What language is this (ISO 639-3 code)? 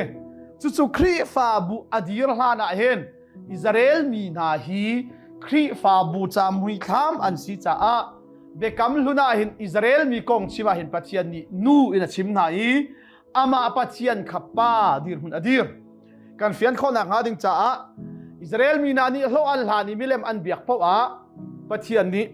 cnh